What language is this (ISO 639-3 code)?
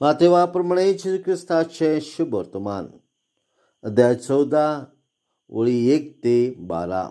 kok